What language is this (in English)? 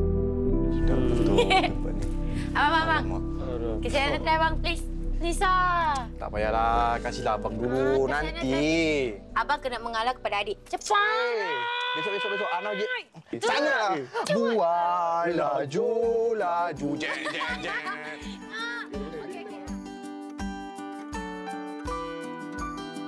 Malay